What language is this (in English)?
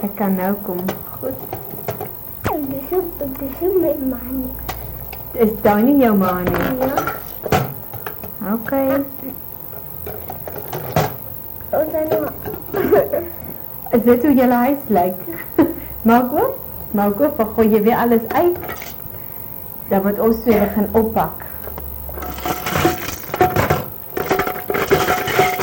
Afrikaans